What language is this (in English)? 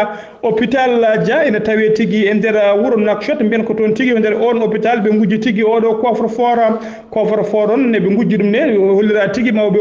Fula